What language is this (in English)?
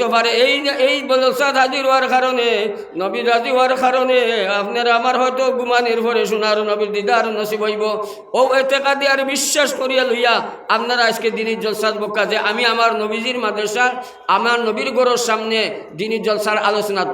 Sylheti